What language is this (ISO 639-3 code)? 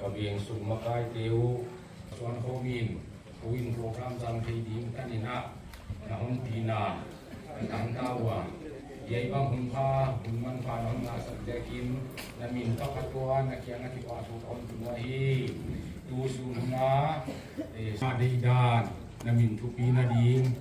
pck